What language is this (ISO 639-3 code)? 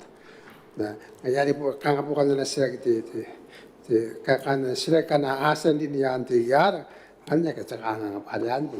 gil